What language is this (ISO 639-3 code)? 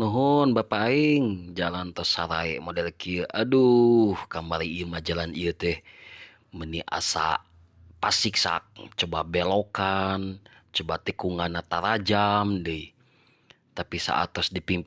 sun